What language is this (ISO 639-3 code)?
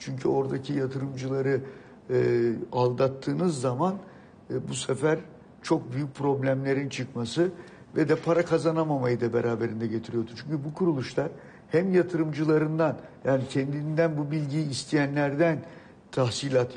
tur